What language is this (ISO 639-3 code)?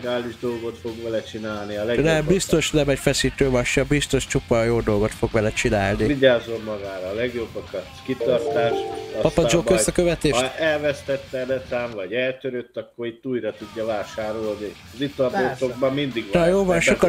hun